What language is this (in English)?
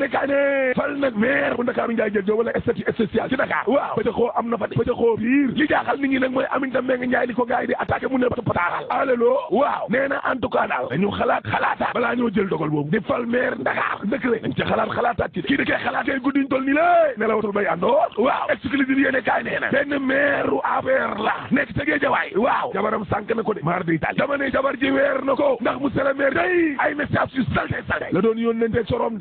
Wolof